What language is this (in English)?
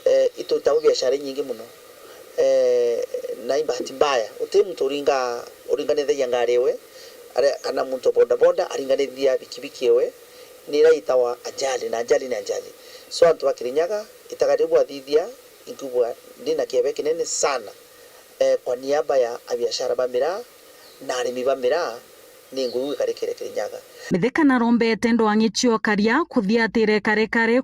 Meru